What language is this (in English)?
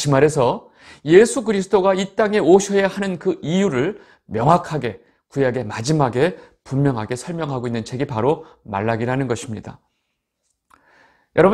Korean